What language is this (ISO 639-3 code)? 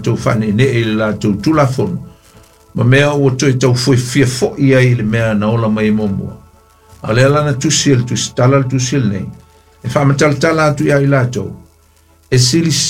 smo